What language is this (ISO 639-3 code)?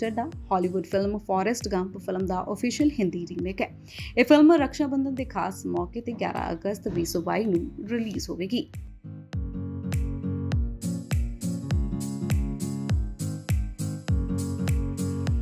pan